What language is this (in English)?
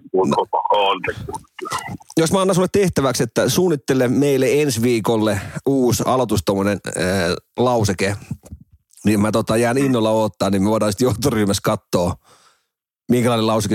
Finnish